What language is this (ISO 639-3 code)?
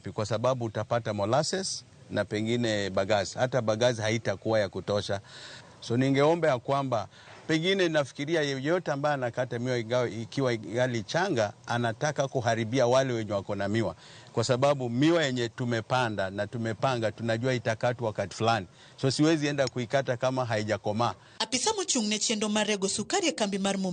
luo